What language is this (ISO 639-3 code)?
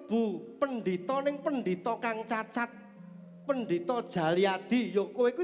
jav